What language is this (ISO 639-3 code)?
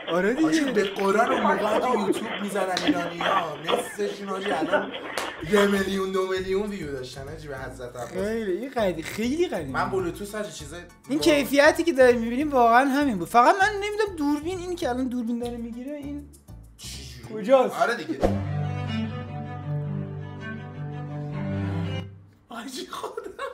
fas